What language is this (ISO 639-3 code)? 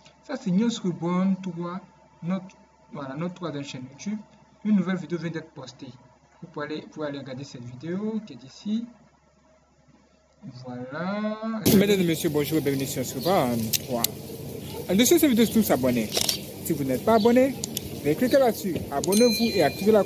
fra